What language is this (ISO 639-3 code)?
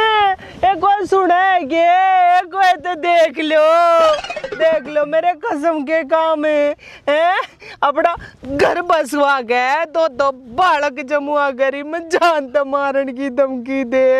bgc